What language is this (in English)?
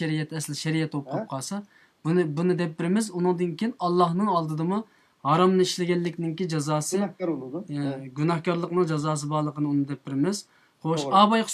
Uyghur